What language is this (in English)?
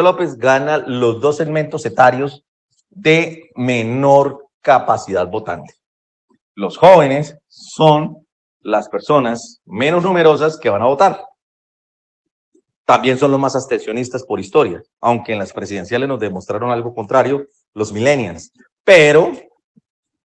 Spanish